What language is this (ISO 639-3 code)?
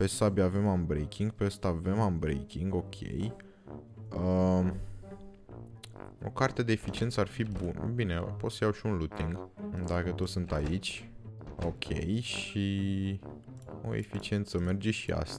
ron